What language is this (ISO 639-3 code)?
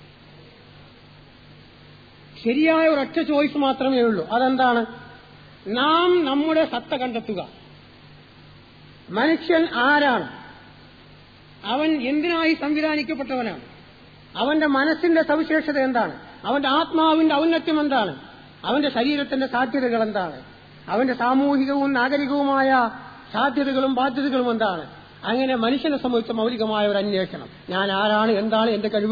mal